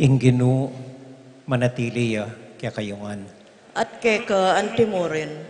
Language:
Pampanga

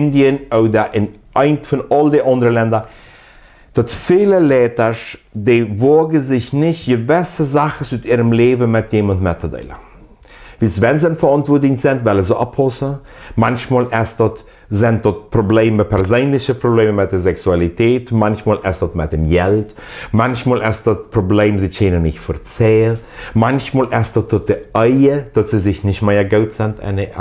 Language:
Plautdietsch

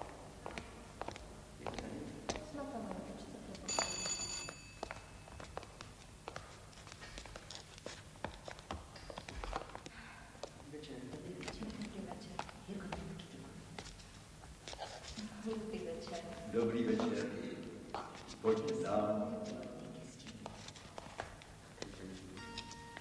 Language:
Czech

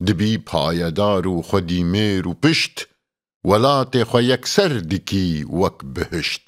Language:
Kurdish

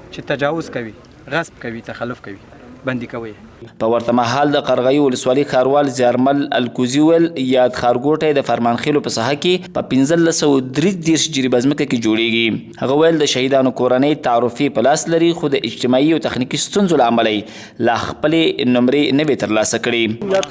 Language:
Pashto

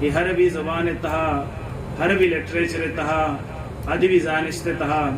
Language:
Baluchi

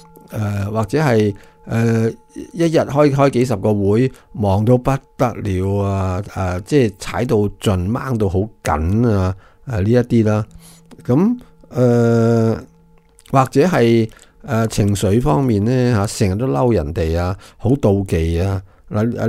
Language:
Cantonese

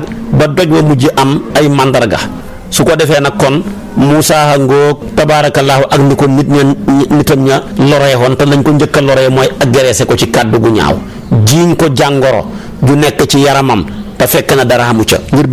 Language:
Wolof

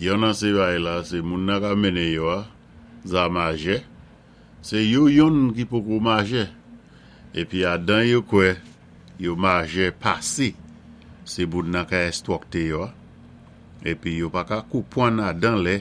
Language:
Saint Lucian Creole French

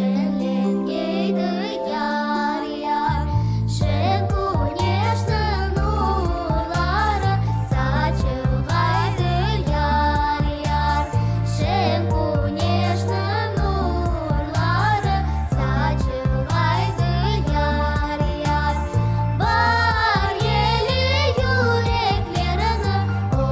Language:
Crimean Tatar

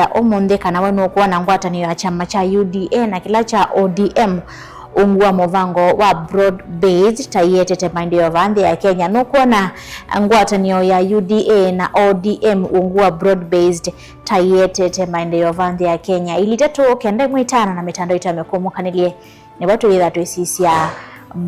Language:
Kamba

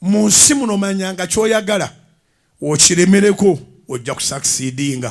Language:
Ganda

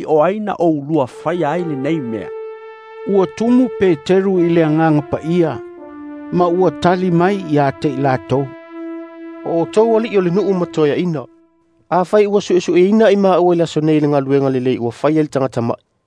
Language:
Samoan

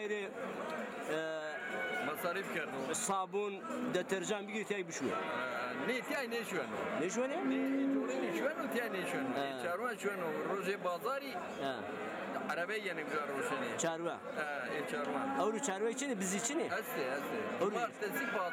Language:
Zaza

